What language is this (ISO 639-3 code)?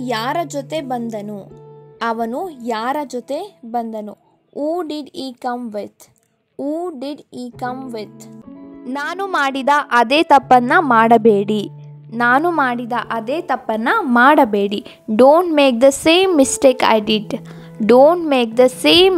kan